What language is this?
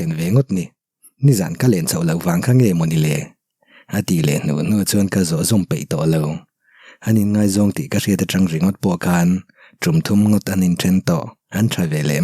Mizo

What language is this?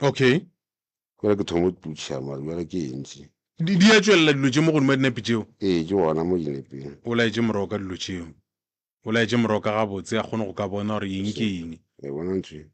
Northern Sotho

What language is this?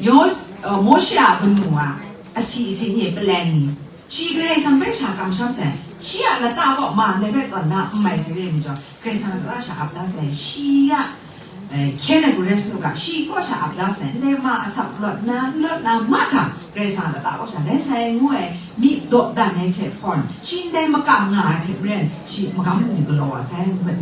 Kachin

